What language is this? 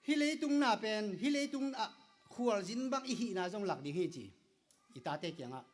Tedim Chin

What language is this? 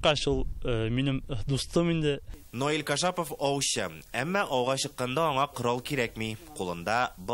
Tatar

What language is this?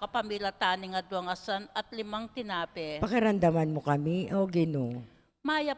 Pampanga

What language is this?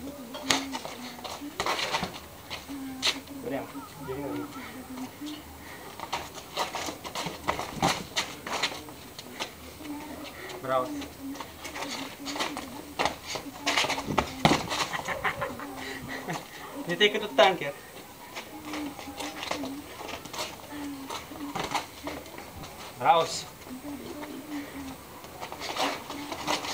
Bulgarian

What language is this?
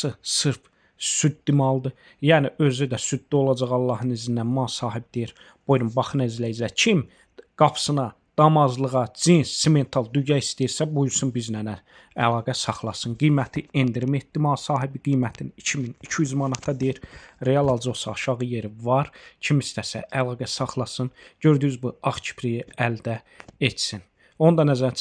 Azerbaijani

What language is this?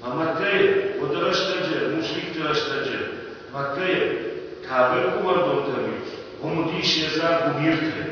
Ossetic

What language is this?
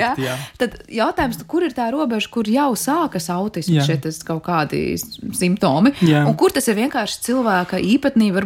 Latvian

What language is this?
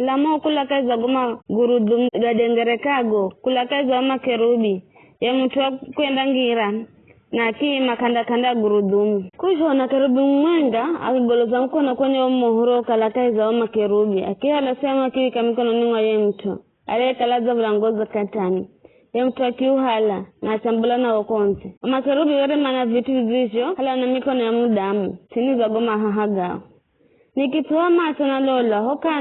Giryama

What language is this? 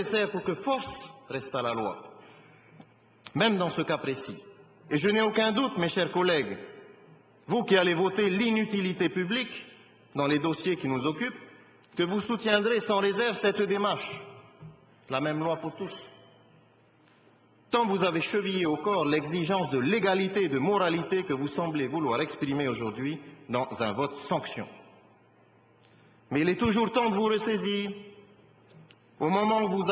French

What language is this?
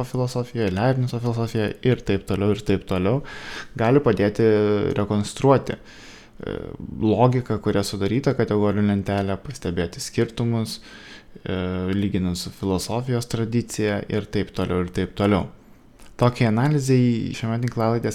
Lithuanian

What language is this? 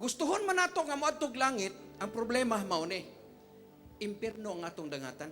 Cebuano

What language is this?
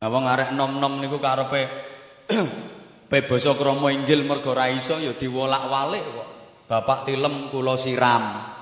Javanese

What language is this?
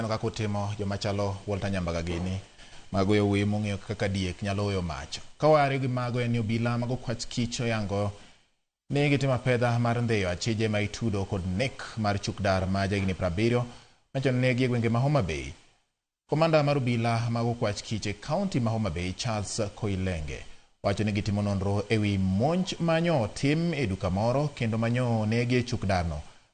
Luo (Kenya and Tanzania)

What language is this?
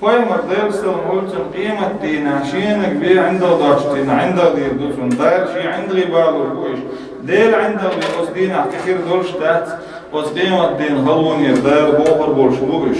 Chechen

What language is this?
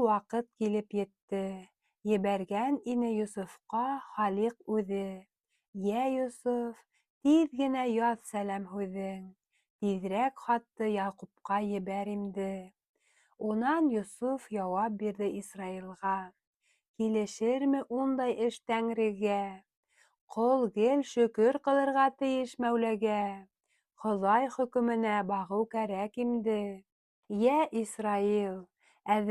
Bashkir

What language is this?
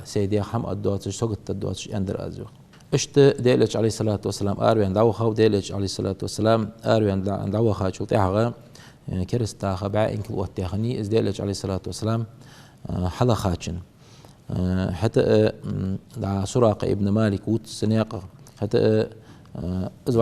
Ingush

